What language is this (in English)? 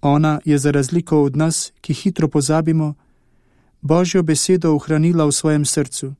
Slovenian